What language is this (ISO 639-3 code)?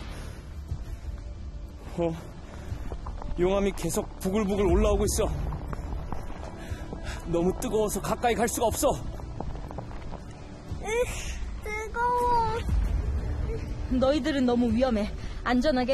kor